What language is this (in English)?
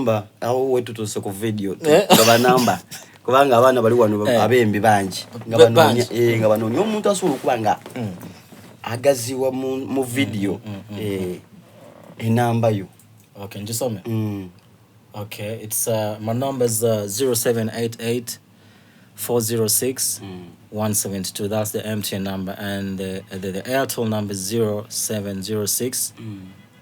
Soga